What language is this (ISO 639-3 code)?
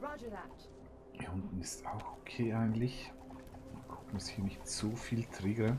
gsw